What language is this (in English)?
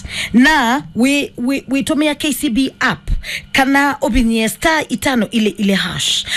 Kamba